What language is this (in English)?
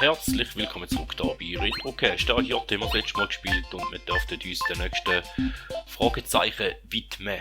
Swiss German